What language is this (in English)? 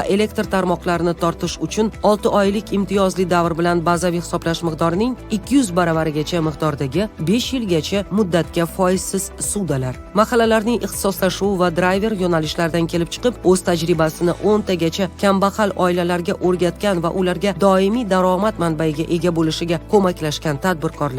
Uzbek